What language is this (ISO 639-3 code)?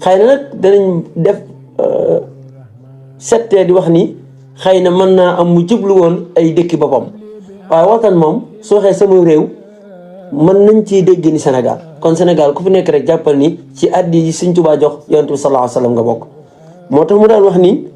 wol